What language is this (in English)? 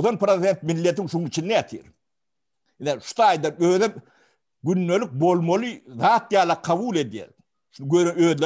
Turkmen